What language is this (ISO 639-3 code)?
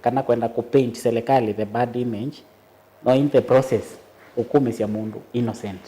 kam